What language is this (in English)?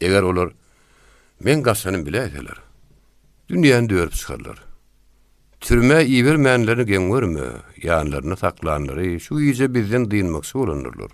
Turkmen